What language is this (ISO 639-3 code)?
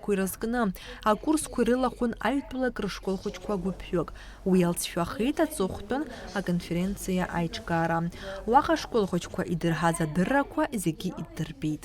abk